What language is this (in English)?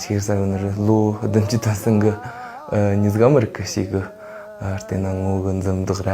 Tibetan